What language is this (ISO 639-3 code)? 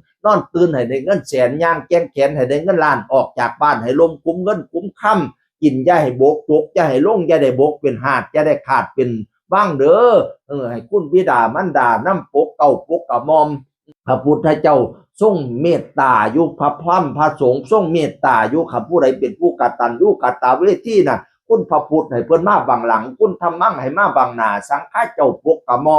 tts